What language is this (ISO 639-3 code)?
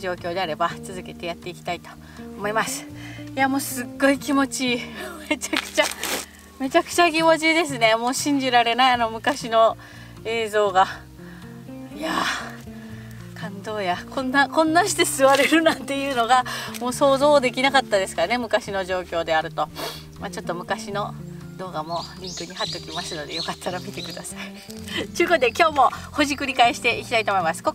jpn